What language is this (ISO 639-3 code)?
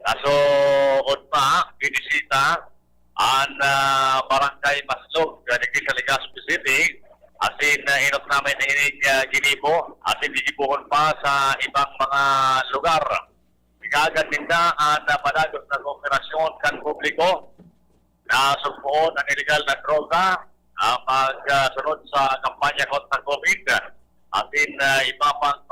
bik